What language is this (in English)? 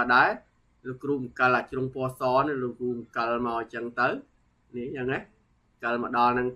Khmer